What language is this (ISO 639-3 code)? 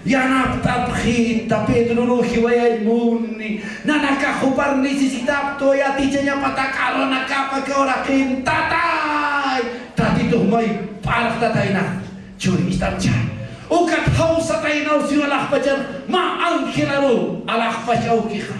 aym